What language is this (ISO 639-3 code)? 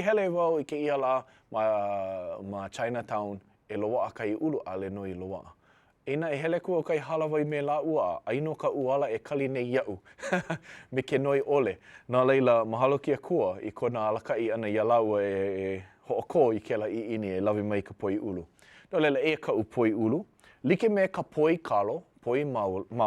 haw